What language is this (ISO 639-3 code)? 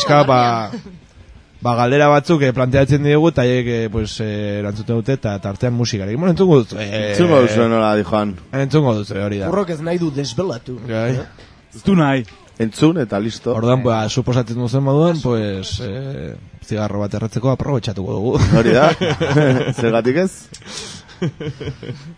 eus